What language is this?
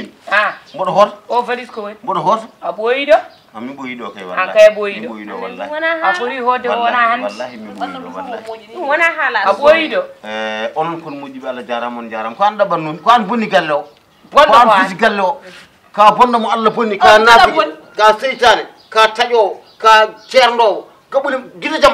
Fula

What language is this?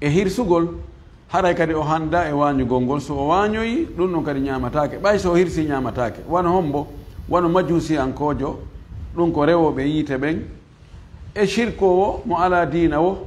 Fula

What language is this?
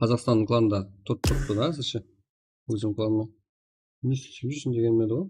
Kara-Kalpak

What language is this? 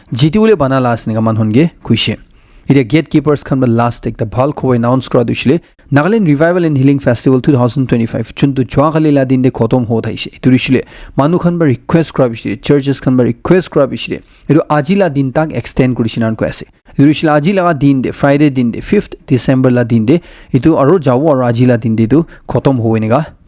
Naga Pidgin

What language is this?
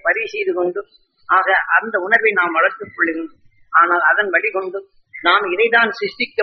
Tamil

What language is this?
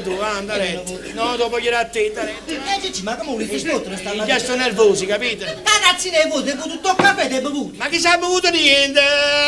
Neapolitan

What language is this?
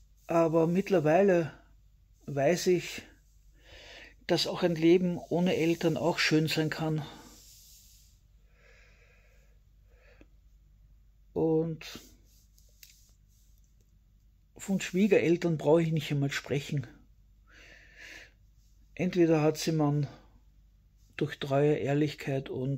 German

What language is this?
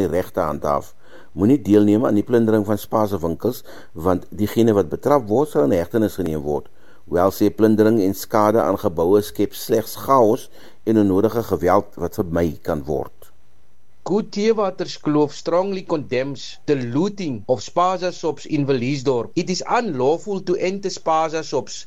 Afrikaans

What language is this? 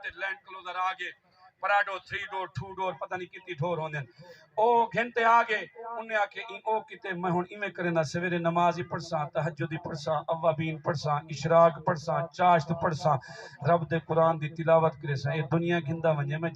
Saraiki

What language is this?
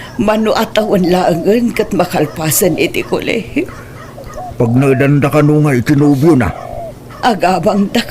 Iloko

